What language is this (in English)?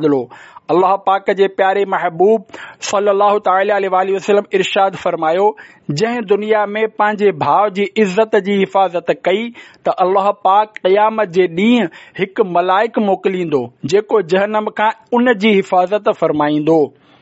Sindhi